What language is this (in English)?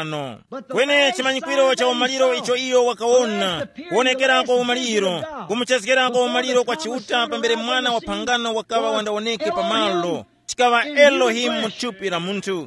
Tumbuka